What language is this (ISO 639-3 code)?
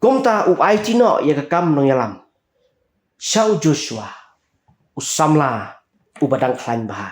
kha